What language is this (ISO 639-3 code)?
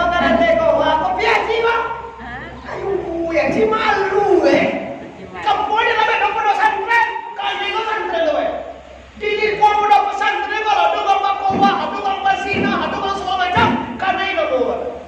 min